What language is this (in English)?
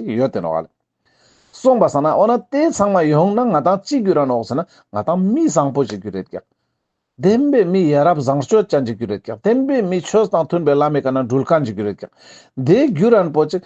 Ladakhi